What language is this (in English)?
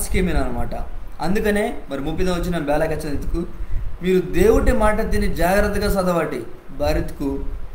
Koya